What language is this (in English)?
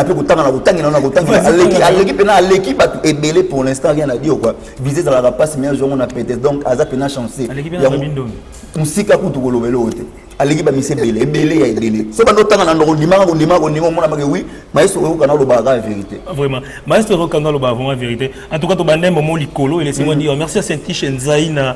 Lingala